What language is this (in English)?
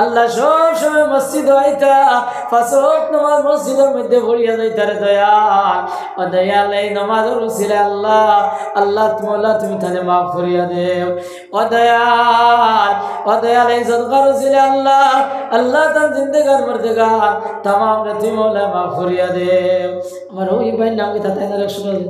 Sylheti